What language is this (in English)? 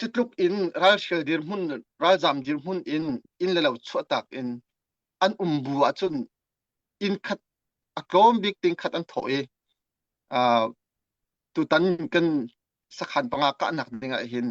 Hakha Chin